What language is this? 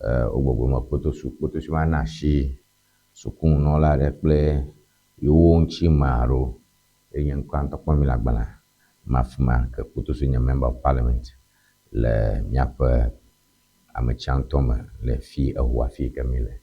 Ewe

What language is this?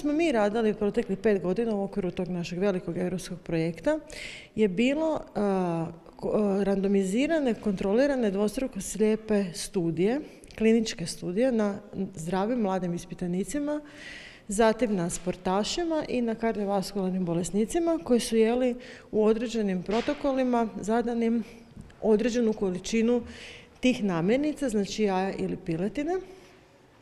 Croatian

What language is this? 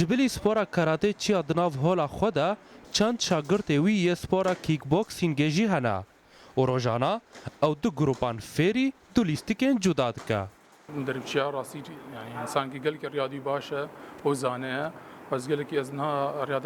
Kurdish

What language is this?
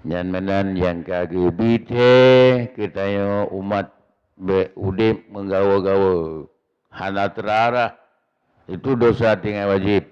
Achinese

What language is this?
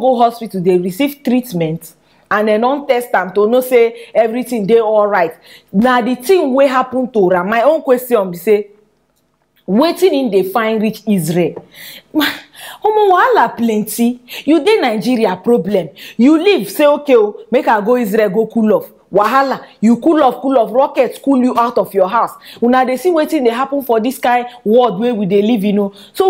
Nigerian Pidgin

